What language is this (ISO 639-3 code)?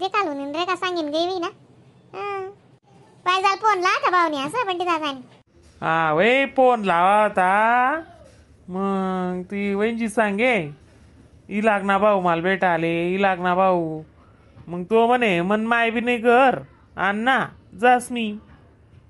khn